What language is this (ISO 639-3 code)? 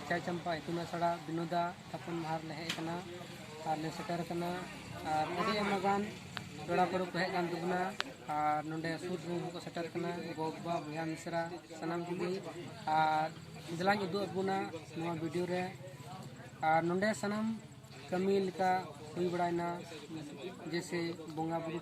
sat